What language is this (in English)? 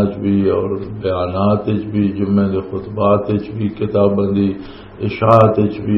Western Panjabi